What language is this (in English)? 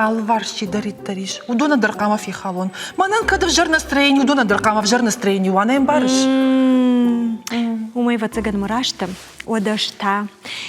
Ossetic